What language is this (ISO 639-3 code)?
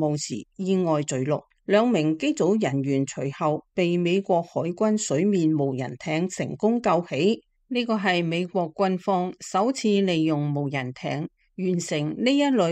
yue